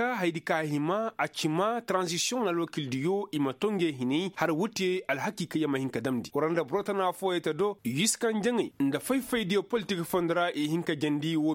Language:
Koyraboro Senni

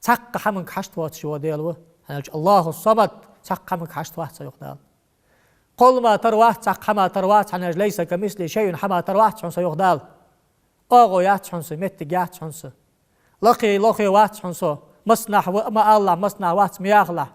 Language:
Ingush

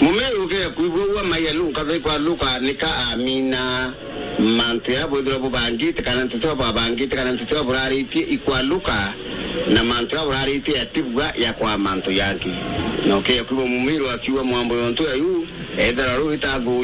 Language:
Meru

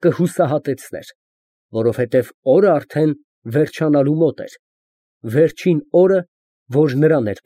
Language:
Armenian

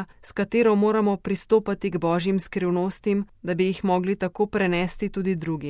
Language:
Slovenian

